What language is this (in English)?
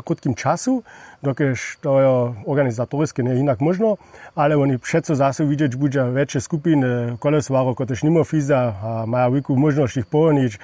Upper Sorbian